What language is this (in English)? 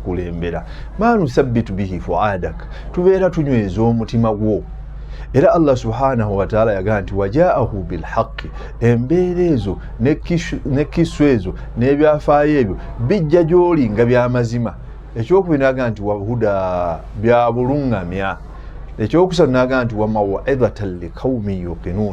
Ganda